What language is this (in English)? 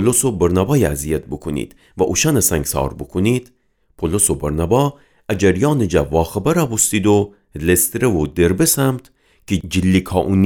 Gilaki